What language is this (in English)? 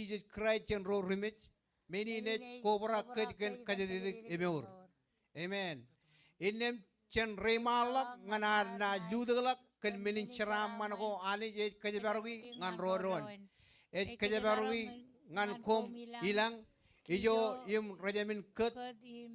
Marshallese